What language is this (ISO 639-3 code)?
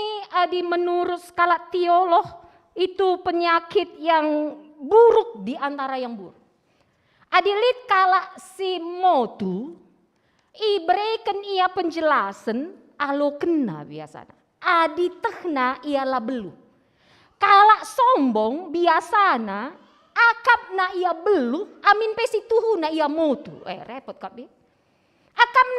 btx